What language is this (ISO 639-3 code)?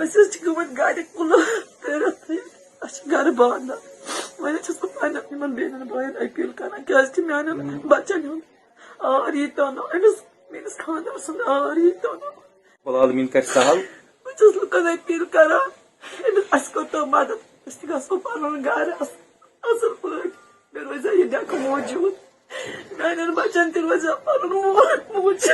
kas